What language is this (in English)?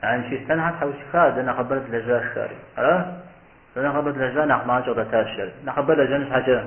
Kabardian